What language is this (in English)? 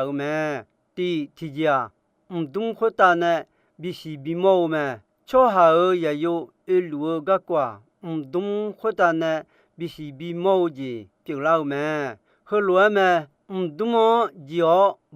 Akha